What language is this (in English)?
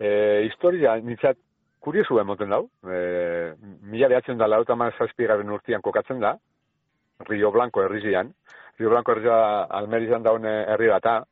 Basque